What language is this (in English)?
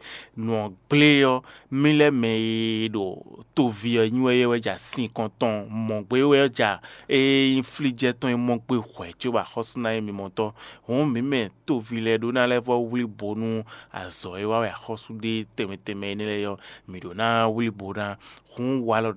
Fon